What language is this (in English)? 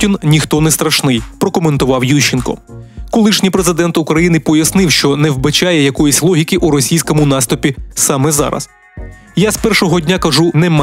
Ukrainian